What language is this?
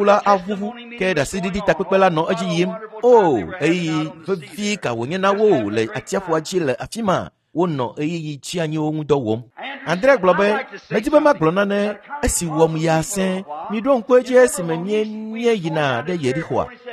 Ewe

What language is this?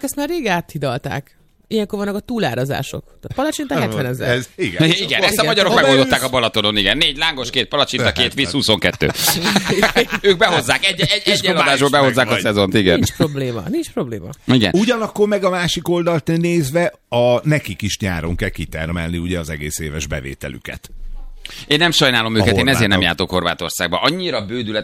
Hungarian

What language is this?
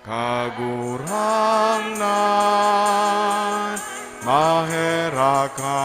Bikol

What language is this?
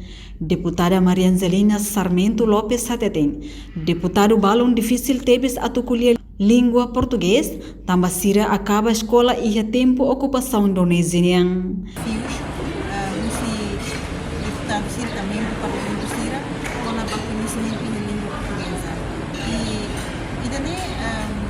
Tetum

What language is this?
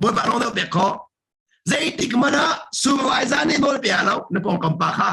Hakha Chin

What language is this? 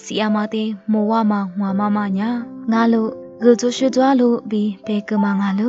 Lisu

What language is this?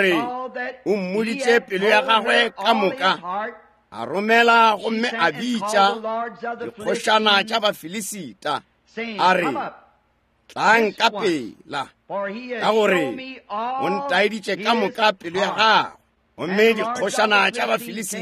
Northern Sotho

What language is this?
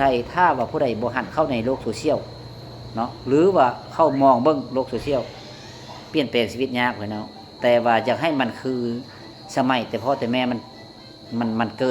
Lao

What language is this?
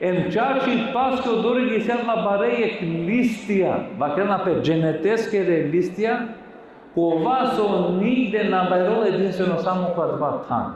Balkan Romani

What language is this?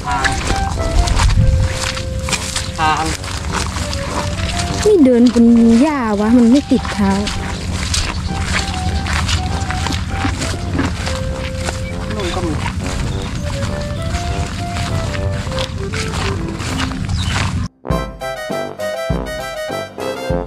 Thai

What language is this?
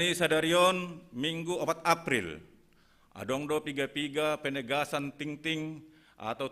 Batak Simalungun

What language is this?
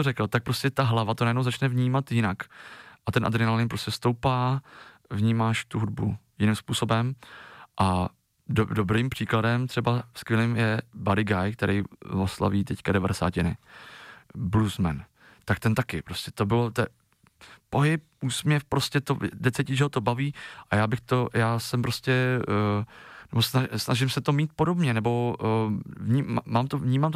Czech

